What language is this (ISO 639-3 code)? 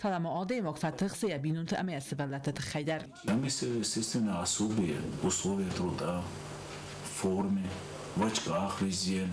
oss